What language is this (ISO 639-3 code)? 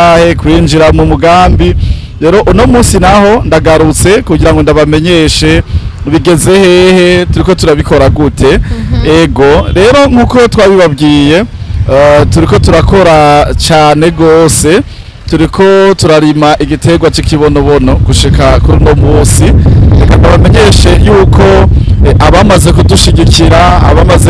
run